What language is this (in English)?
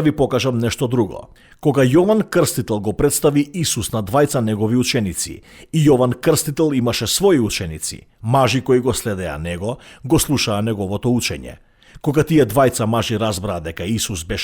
Macedonian